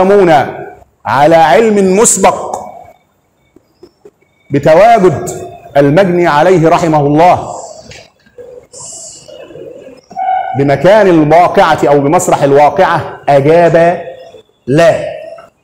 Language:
Egyptian Arabic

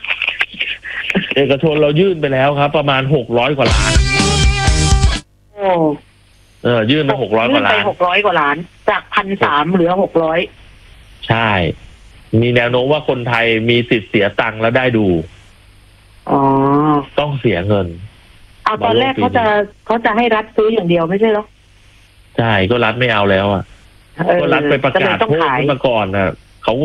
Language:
Thai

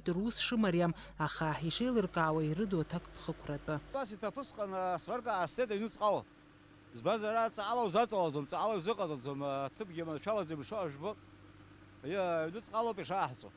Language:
Abkhazian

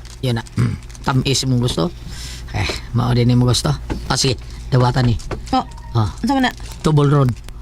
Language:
Cebuano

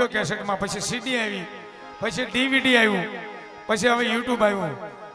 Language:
Gujarati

